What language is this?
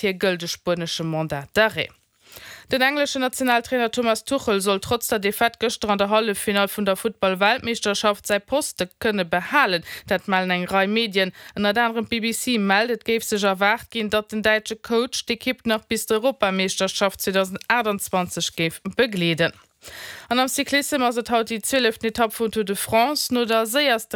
Luxembourgish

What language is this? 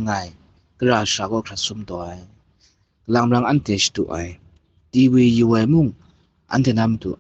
Kachin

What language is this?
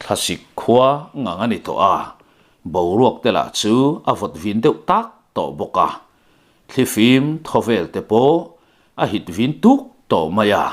Mizo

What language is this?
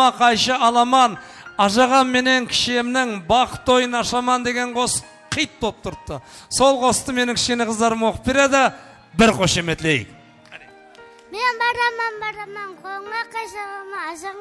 Kara-Kalpak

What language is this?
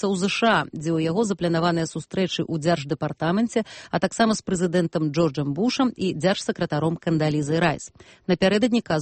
Belarusian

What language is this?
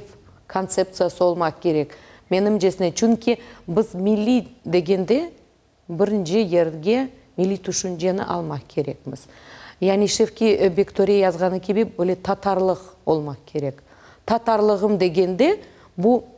Crimean Tatar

